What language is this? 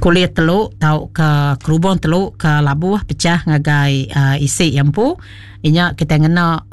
Iban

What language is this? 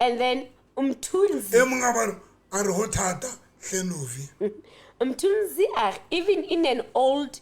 Southern Sotho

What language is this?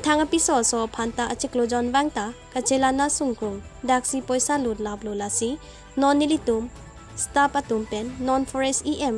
Karbi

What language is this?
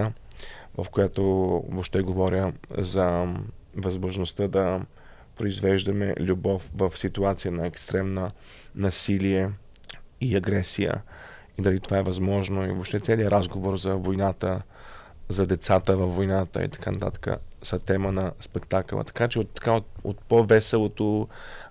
Bulgarian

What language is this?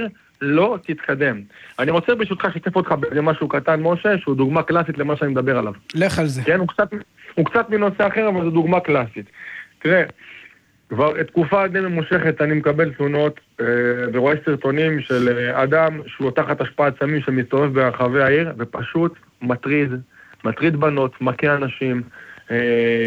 Hebrew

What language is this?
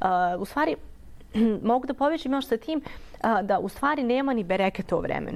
Bosnian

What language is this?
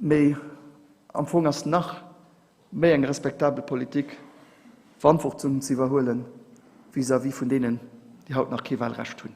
Luxembourgish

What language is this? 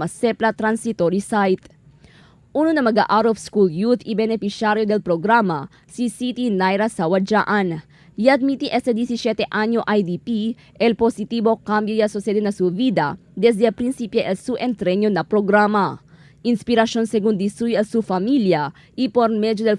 Chavacano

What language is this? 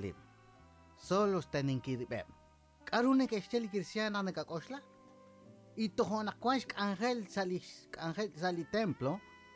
Kekchí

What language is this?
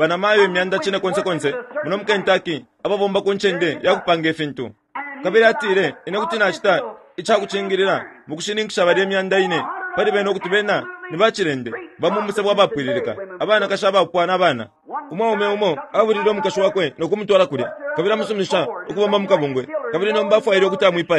Bemba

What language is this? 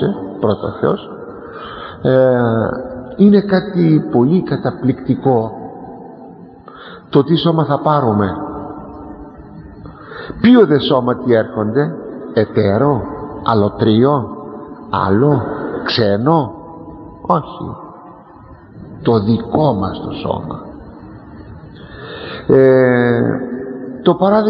Greek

